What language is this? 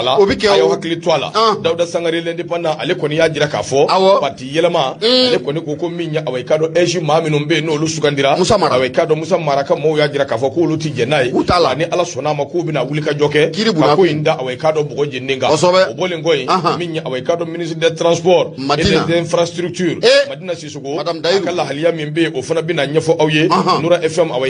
Bambara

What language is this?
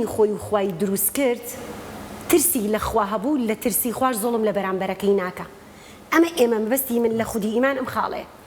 Central Kurdish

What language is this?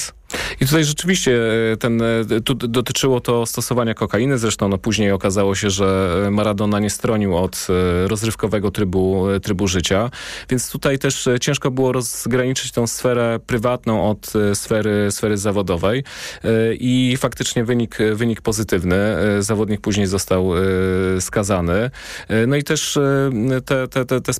Polish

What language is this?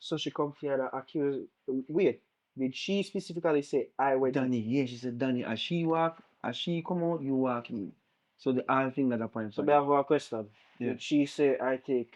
Jamaican Creole English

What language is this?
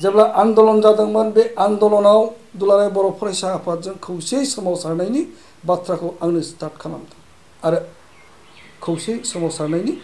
Bodo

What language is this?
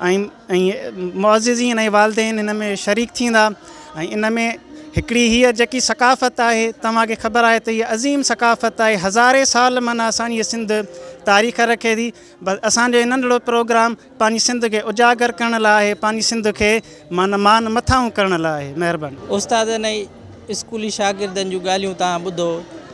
Sindhi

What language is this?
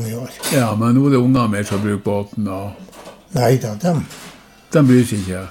Norwegian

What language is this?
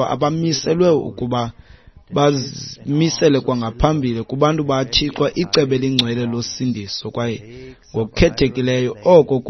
Xhosa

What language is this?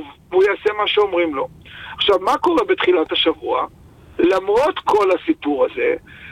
Hebrew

